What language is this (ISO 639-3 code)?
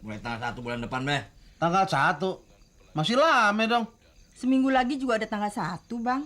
bew